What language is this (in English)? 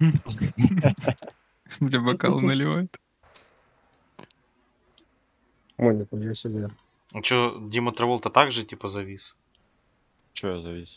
Russian